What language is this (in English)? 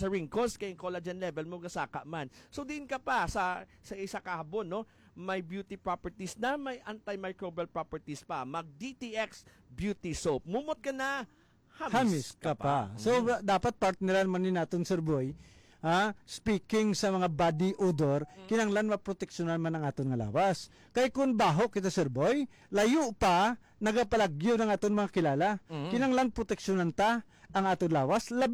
Hiligaynon